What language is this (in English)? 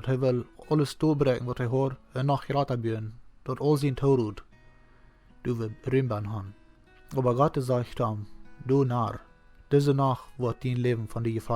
Plautdietsch